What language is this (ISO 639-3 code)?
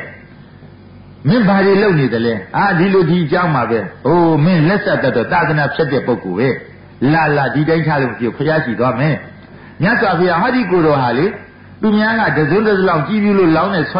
mya